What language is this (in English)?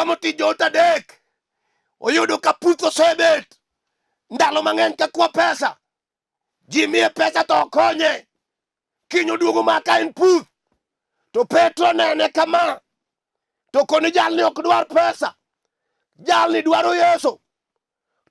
Luo (Kenya and Tanzania)